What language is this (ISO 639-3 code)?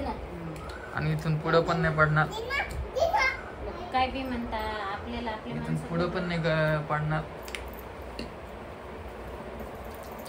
mar